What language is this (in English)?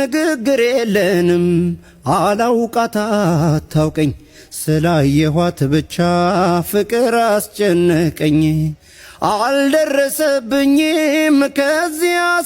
Amharic